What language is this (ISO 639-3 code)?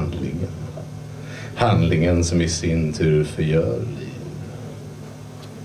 swe